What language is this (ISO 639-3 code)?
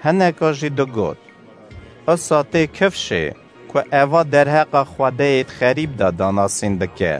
kur